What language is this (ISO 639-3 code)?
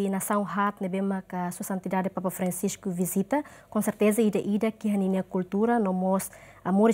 tet